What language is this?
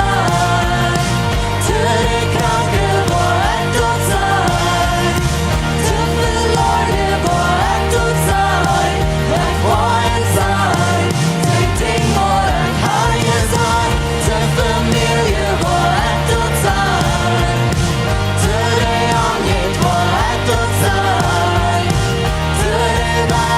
Plautdietsch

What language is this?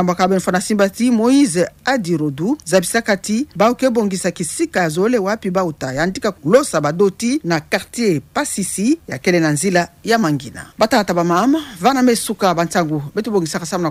Kituba (Democratic Republic of Congo)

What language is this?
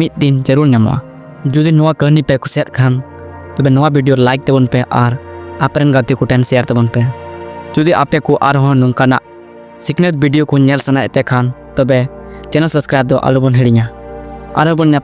Santali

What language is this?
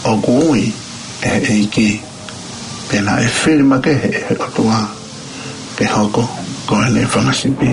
Tongan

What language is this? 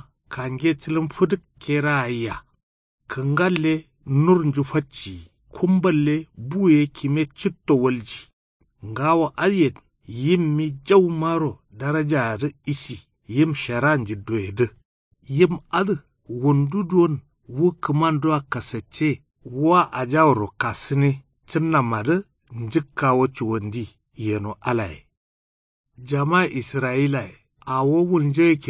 Kanuri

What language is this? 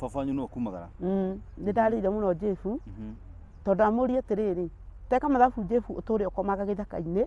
Kikuyu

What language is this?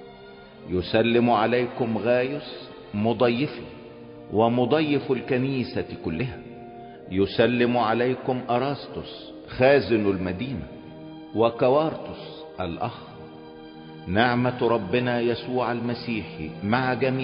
Egyptian Arabic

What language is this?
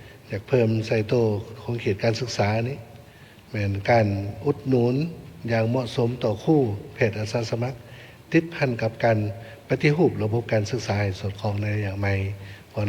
Lao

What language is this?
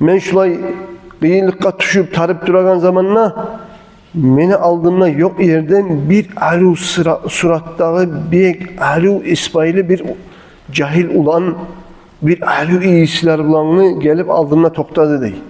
Kumyk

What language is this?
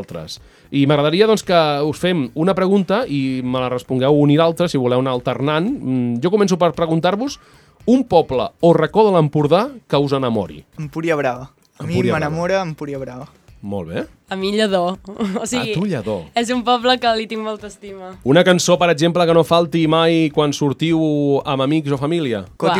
Catalan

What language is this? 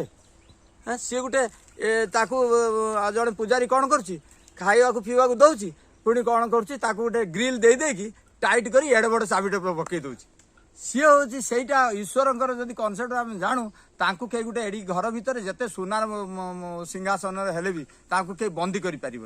Odia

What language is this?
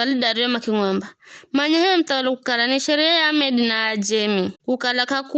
Giryama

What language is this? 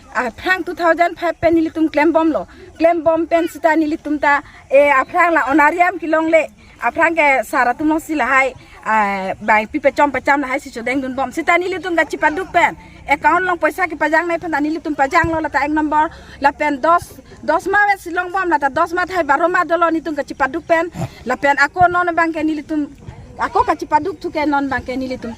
Karbi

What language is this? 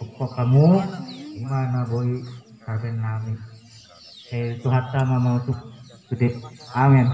Batak Toba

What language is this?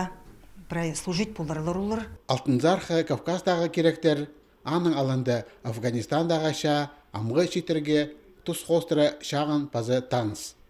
Khakas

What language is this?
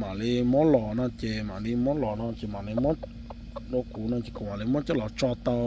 Hmong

